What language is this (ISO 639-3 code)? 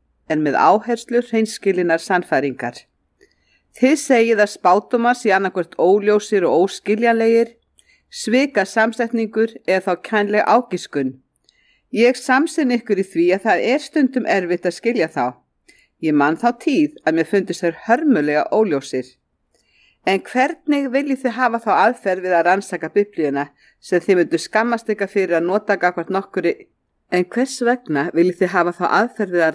isl